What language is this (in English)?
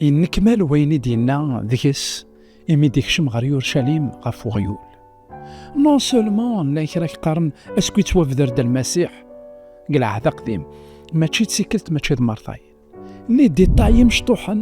Kabyle